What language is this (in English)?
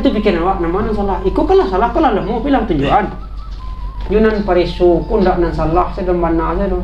Minangkabau